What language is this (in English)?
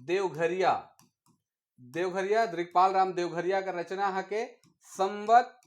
Sadri